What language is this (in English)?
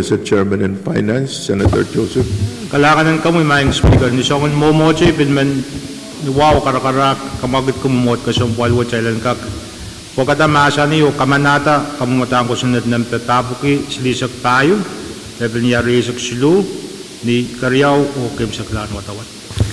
Pohnpeian